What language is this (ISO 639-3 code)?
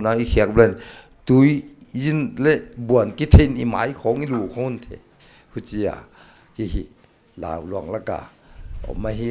pck